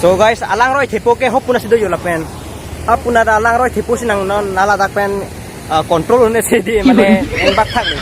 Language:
Karbi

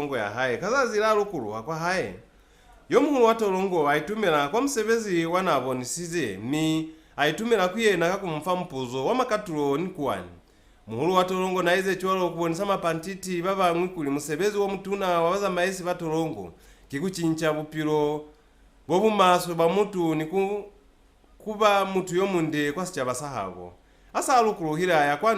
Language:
Lozi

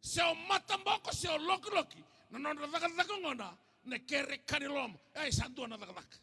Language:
Fijian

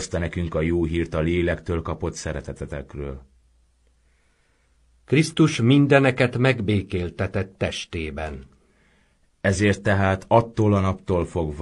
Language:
Hungarian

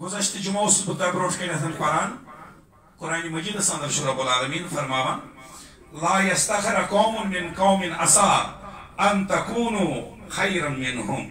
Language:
Kashmiri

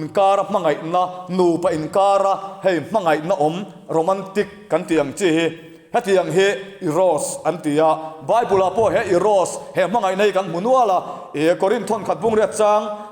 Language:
Mizo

